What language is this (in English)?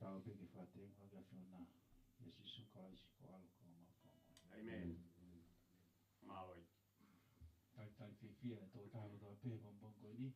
Tongan